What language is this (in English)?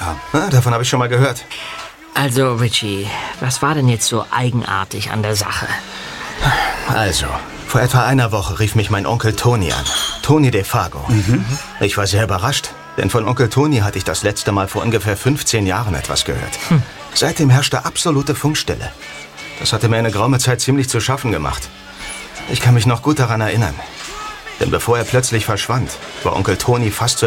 German